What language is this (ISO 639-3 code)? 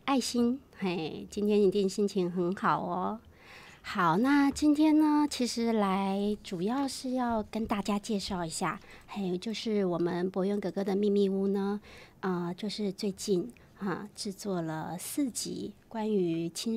zho